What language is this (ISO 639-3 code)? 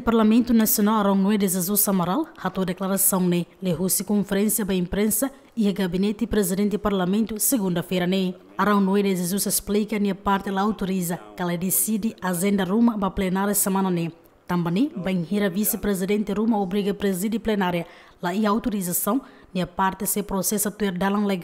tet